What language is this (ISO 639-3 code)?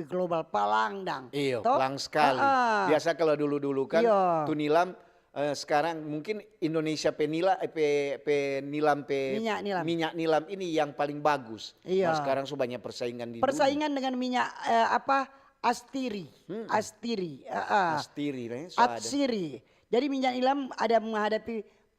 xmm